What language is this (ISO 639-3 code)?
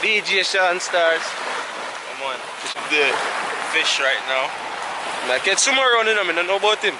jam